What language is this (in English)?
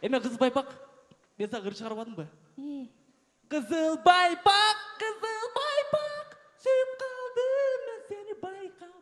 Kyrgyz